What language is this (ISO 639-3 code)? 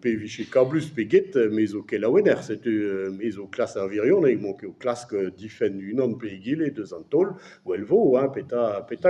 bre